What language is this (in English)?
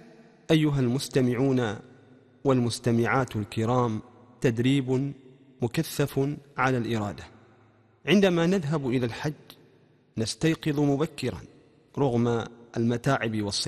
Arabic